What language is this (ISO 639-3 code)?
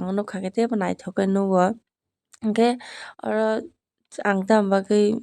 trp